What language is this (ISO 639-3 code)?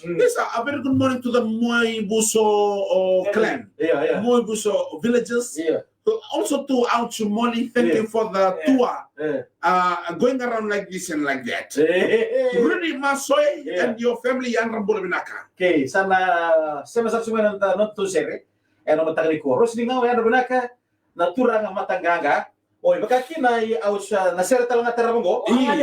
fij